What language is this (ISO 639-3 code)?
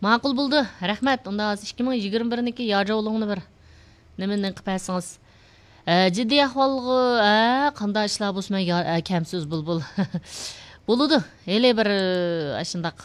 uig